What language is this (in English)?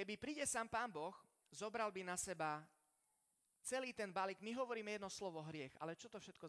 Slovak